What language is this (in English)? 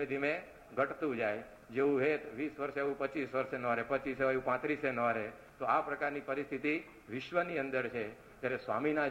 Gujarati